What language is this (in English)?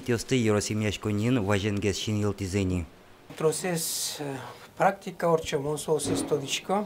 Udmurt